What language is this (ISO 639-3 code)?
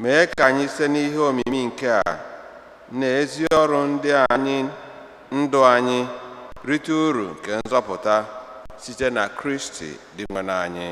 ibo